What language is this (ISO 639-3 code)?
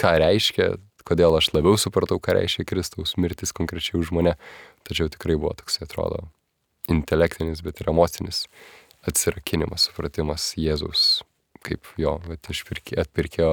lit